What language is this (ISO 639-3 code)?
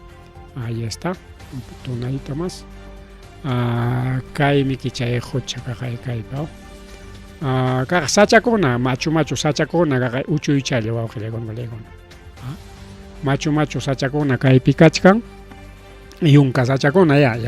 quy